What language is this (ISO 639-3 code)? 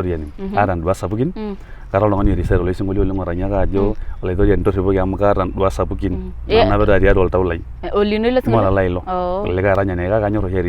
mas